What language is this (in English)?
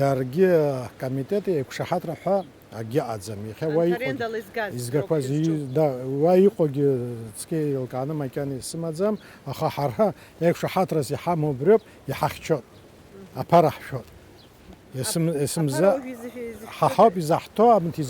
Abkhazian